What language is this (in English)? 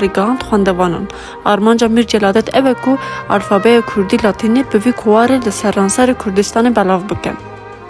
Kurdish